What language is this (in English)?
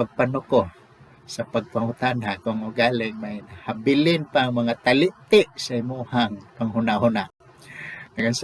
Cebuano